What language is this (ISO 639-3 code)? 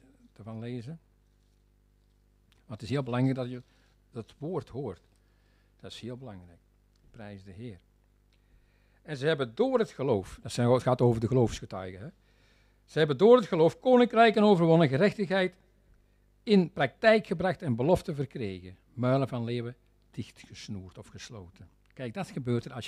nld